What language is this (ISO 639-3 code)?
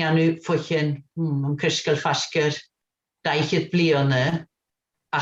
gla